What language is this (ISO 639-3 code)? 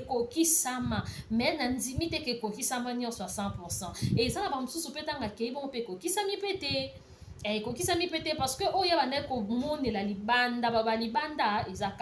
lin